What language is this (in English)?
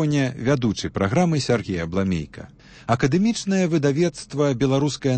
Belarusian